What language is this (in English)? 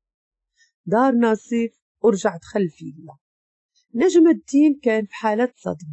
Moroccan Arabic